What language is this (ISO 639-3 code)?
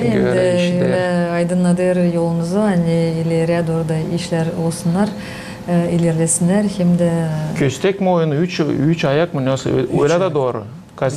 gag